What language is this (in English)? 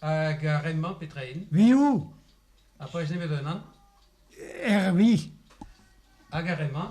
Breton